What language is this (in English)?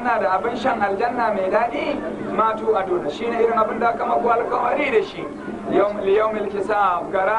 Hausa